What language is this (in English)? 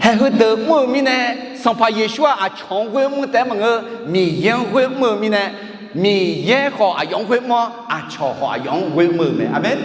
Akha